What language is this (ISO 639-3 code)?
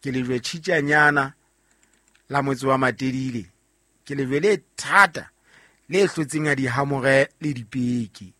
sot